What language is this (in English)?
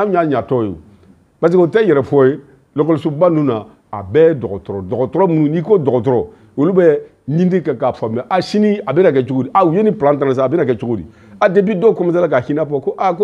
Bambara